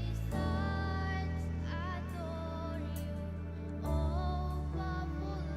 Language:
Gilbertese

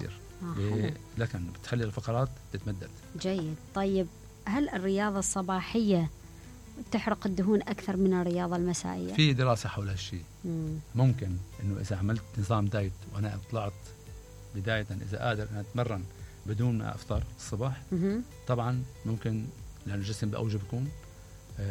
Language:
Mesopotamian Arabic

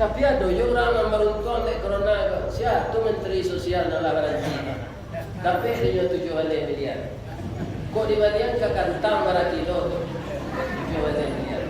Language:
Minangkabau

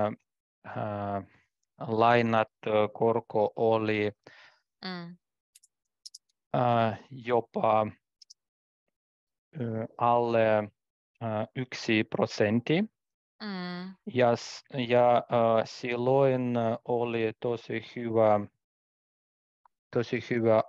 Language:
Finnish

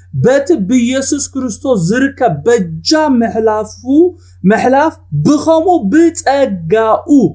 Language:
Tigrinya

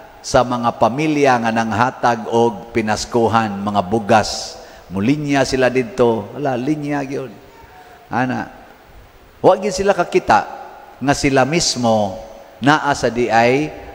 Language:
Cebuano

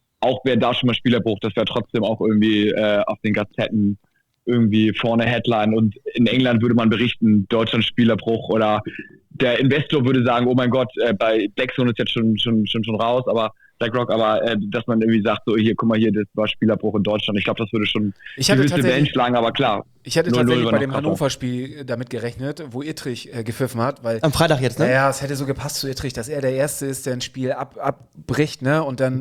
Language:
German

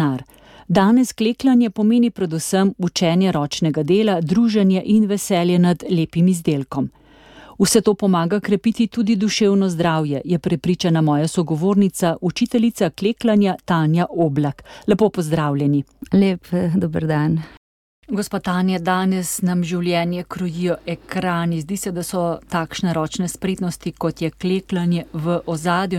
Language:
Slovenian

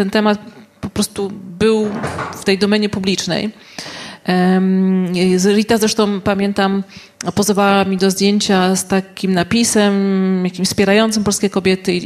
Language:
Polish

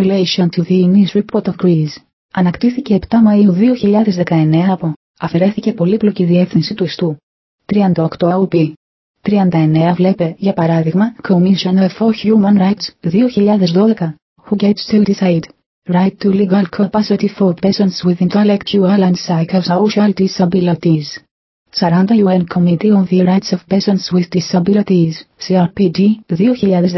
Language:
Greek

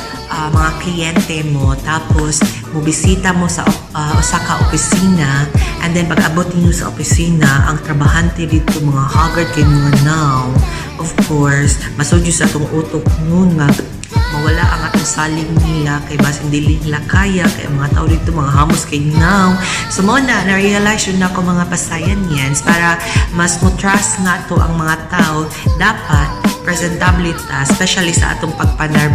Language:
Cebuano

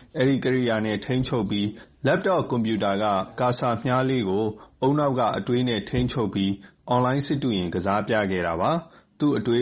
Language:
Burmese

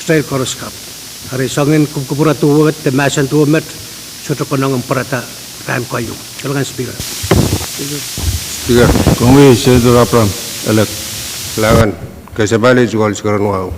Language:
Pohnpeian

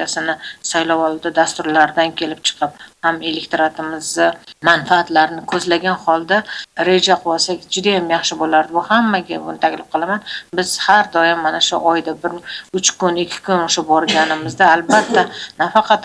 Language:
Uzbek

